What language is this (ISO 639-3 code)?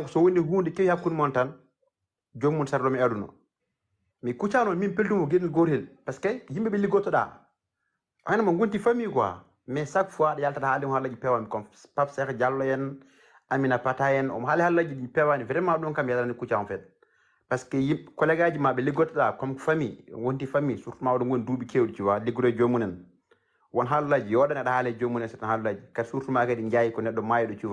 ful